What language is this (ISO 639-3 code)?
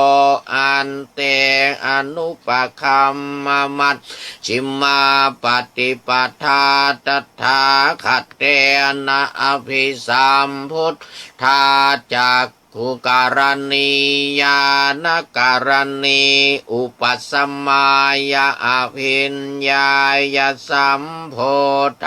pli